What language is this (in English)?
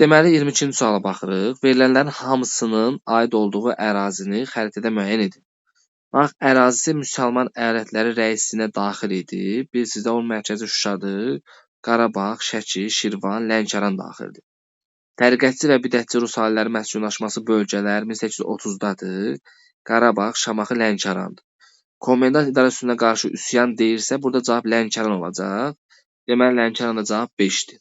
Azerbaijani